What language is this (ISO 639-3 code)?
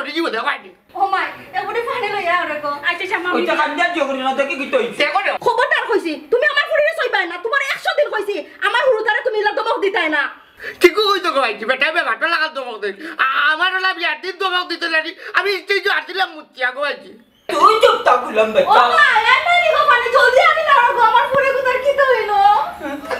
syl